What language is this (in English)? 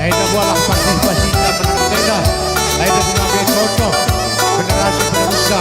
Batak Karo